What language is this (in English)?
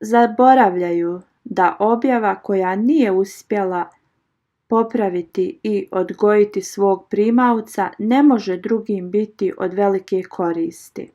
Bosnian